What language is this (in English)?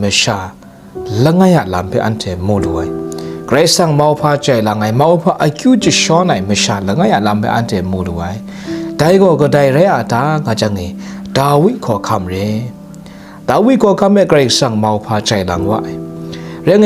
Kachin